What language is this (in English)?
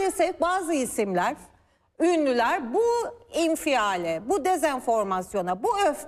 Turkish